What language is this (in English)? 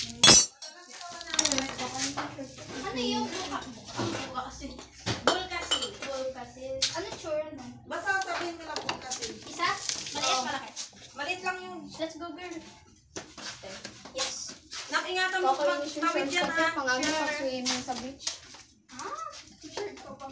Filipino